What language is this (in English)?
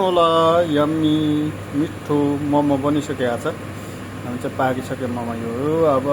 Nepali